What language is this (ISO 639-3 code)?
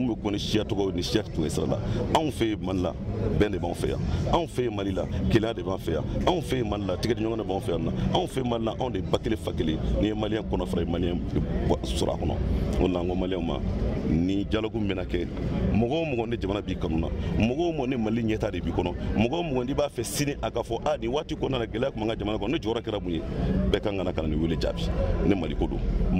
bam